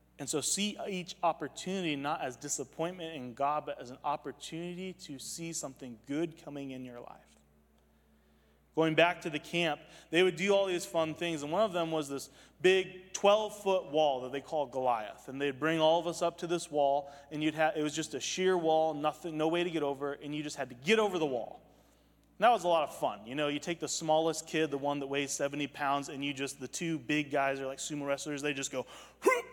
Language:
English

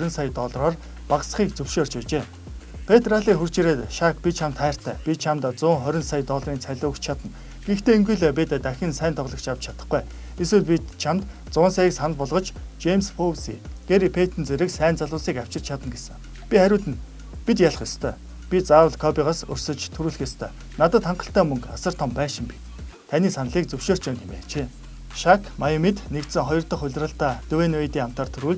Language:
Mongolian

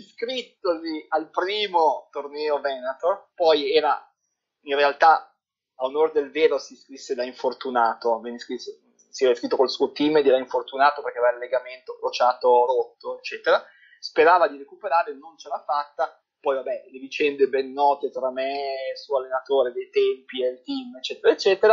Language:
Italian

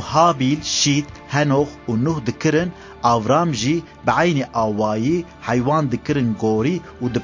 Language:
Kurdish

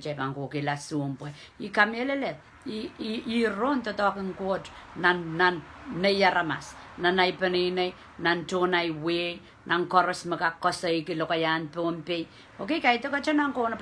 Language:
Pohnpeian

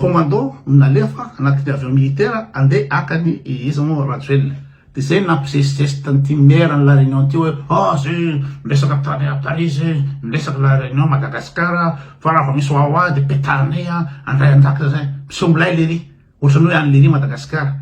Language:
Malagasy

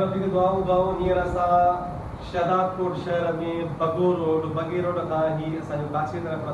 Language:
Sindhi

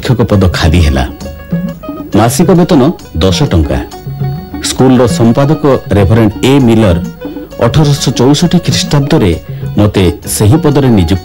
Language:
Odia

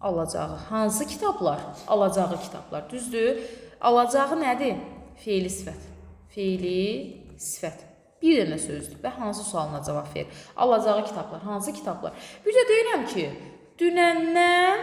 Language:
Azerbaijani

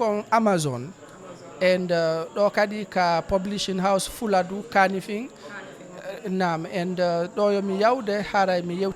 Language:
Fula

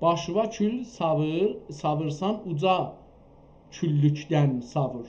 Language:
South Azerbaijani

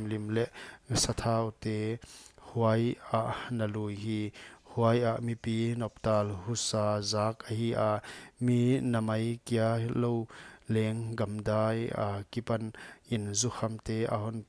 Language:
Paite Chin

